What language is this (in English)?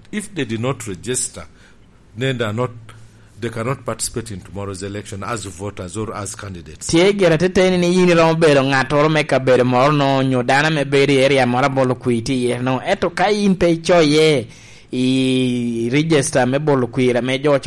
Lango (Uganda)